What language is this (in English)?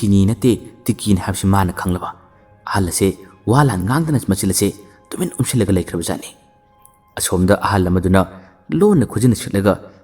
Manipuri